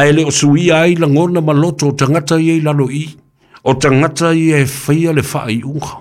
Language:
Samoan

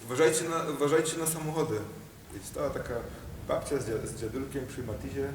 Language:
Silesian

